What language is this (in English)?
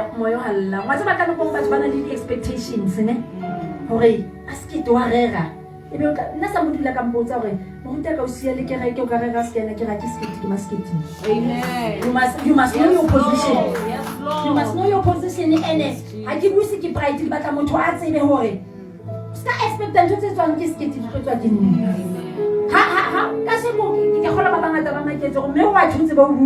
Southern Sotho